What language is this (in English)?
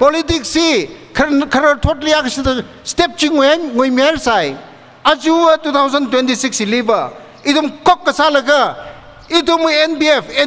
Tangkhul Naga (India)